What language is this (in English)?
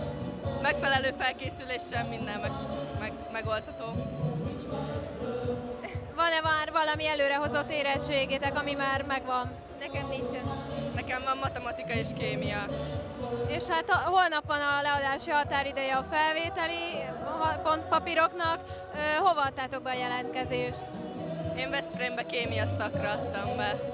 Hungarian